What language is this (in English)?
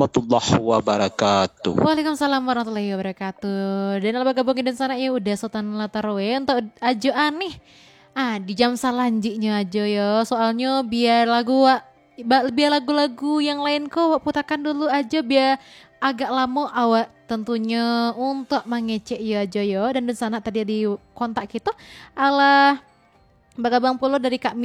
Minangkabau